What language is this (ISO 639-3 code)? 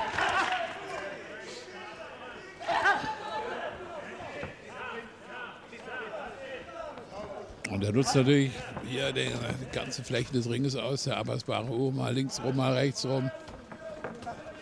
deu